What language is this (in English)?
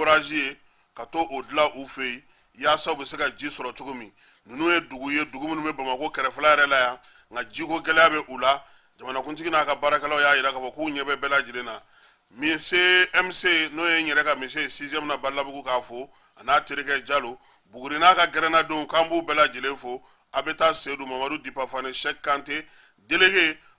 Bambara